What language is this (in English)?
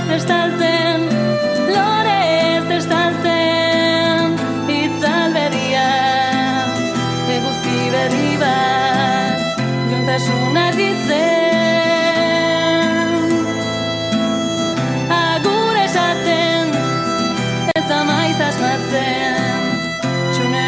Basque